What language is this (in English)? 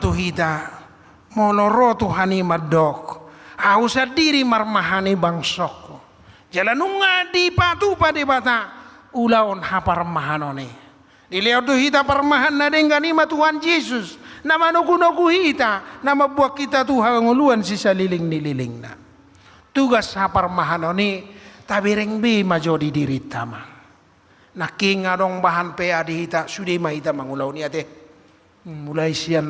Batak Toba